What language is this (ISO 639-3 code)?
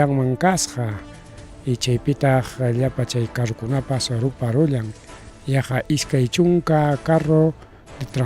quy